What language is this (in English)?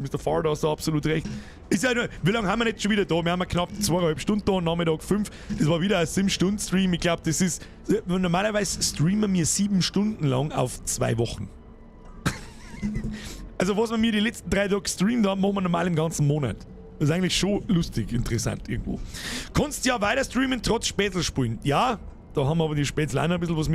Bavarian